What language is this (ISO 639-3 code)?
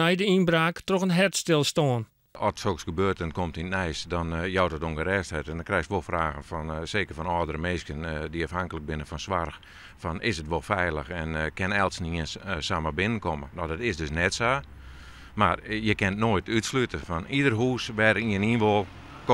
fry